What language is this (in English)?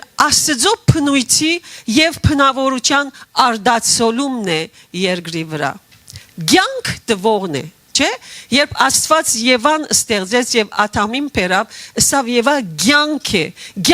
Western Armenian